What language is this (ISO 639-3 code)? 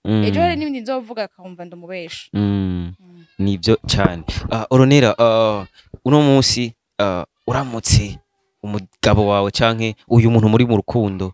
run